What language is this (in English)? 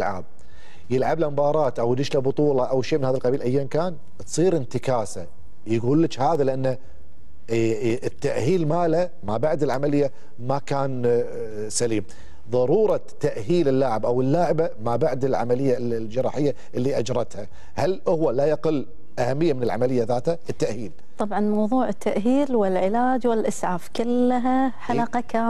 Gulf Arabic